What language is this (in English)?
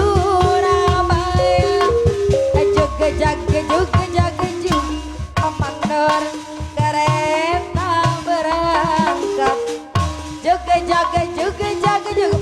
Betawi